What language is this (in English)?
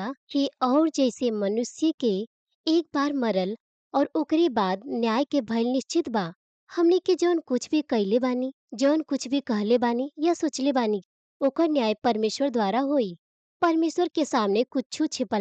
Bhojpuri